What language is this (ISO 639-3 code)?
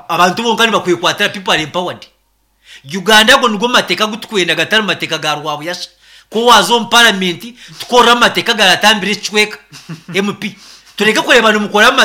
nyn